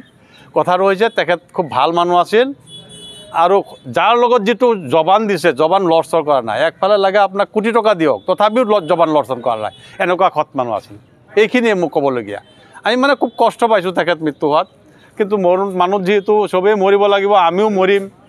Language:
Assamese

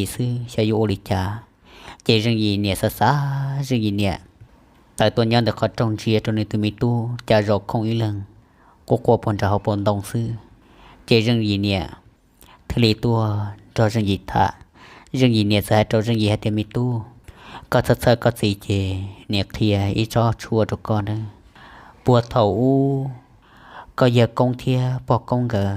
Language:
Hmong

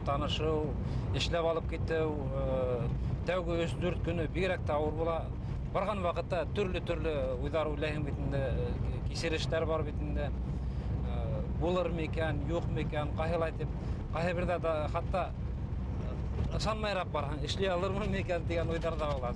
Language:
Bashkir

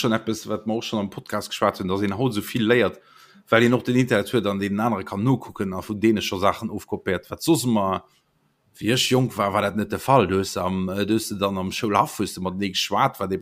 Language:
Luxembourgish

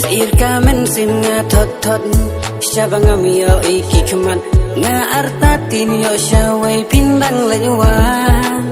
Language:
Khasi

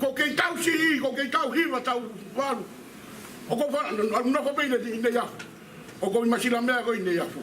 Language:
Tongan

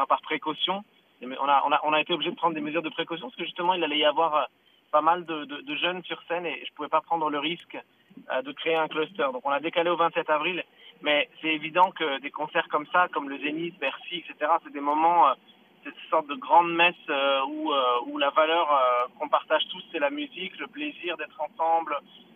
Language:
French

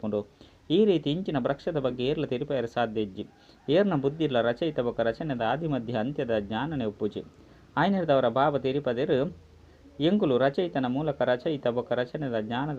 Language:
Tulu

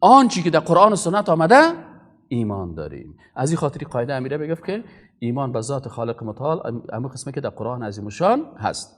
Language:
Persian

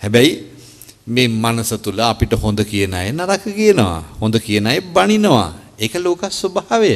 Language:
Sinhala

